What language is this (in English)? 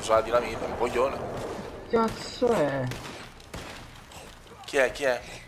Italian